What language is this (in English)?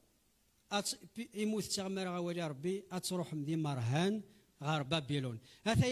Kabyle